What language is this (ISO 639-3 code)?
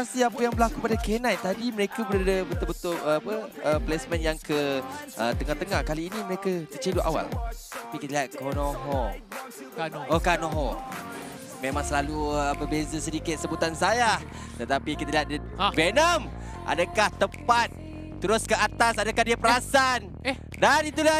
msa